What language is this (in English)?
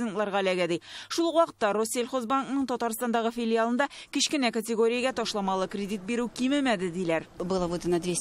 Tatar